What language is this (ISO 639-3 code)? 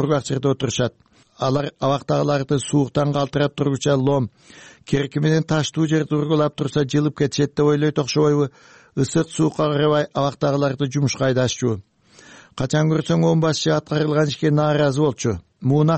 kir